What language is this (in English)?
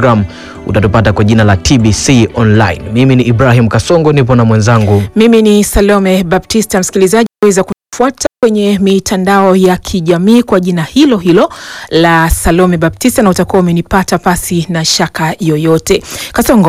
Swahili